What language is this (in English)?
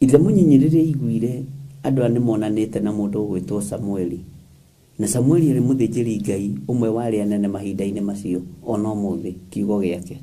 Kikuyu